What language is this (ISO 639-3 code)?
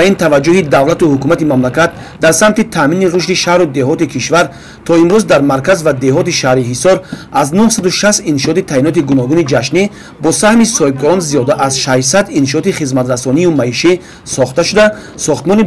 tgk